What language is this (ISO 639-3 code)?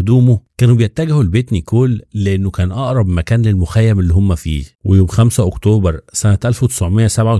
arz